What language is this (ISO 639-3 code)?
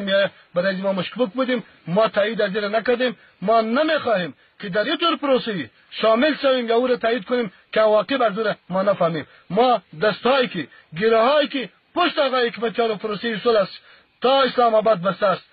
fas